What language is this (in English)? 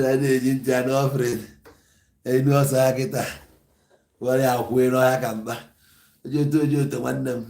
Igbo